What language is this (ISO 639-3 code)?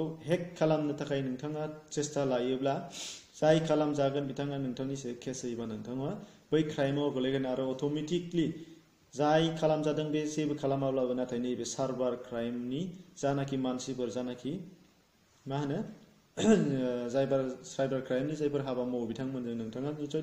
brx